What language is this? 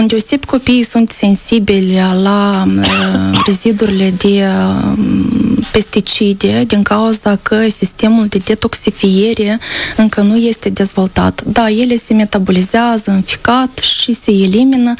Romanian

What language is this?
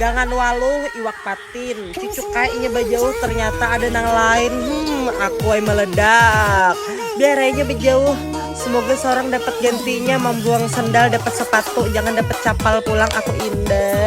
Banjar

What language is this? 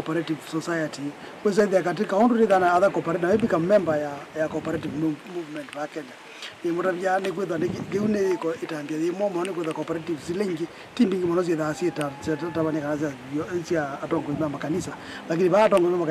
Kamba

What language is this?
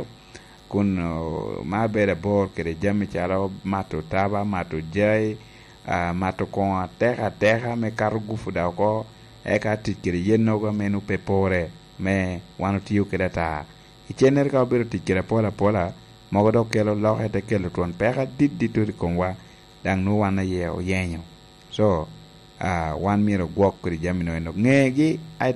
Lango (Uganda)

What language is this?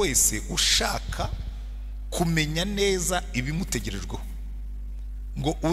Kinyarwanda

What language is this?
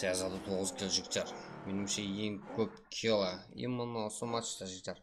Kara-Kalpak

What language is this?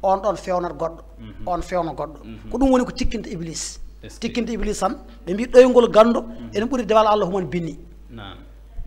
Fula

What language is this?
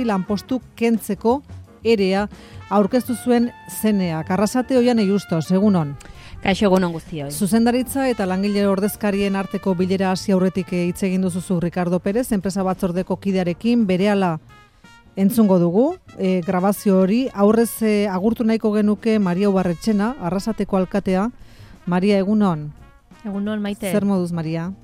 Basque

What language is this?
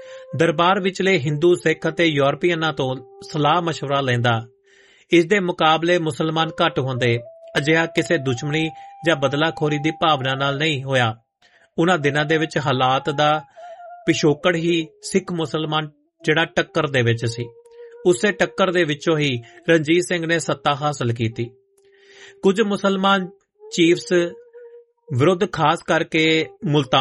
Punjabi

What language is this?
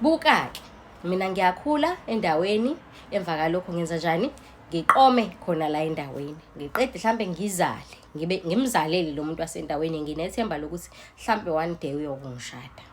Zulu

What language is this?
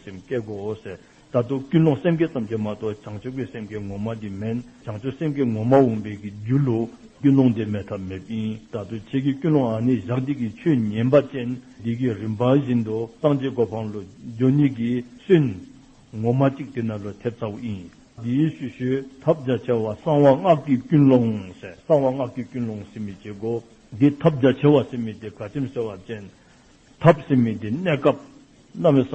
Dzongkha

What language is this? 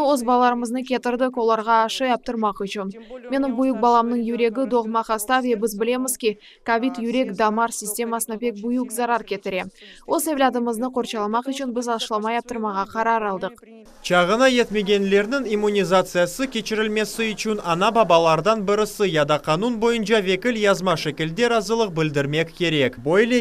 Crimean Tatar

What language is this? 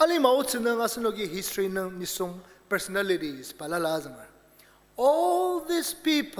Ao Naga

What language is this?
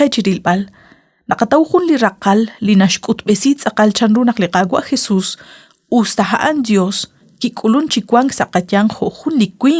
Kekchí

